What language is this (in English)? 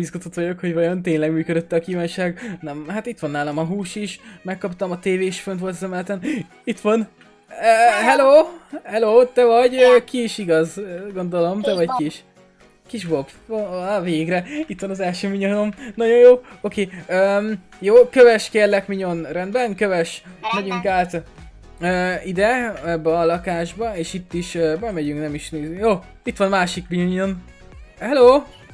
Hungarian